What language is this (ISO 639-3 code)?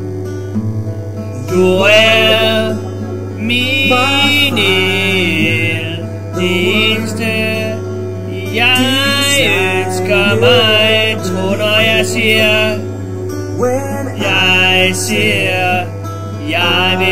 dan